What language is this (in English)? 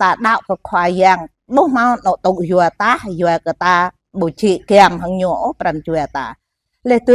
Jarai